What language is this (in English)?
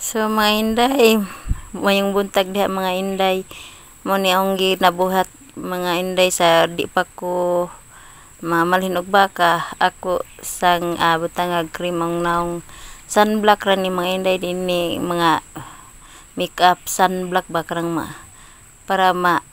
Cebuano